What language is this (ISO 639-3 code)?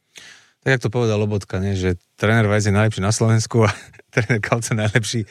slk